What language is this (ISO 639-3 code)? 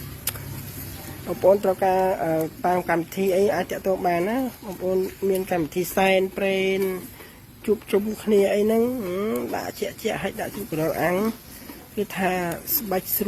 khm